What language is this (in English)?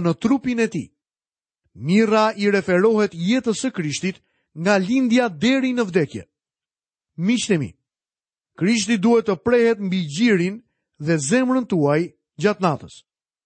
Albanian